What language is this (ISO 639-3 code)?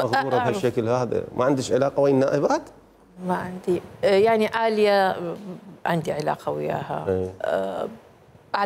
acm